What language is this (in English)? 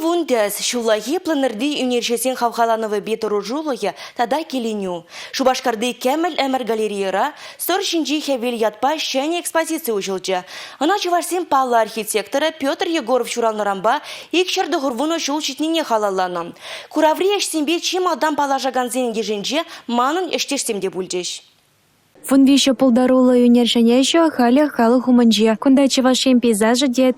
Chuvash